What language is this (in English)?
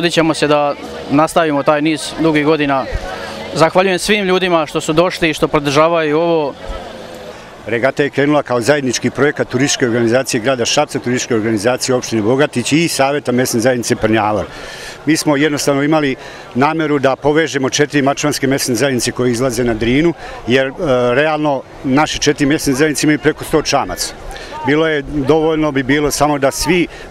Serbian